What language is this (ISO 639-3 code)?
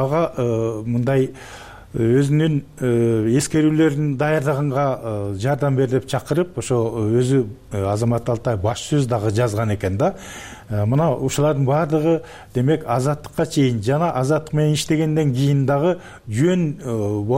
kir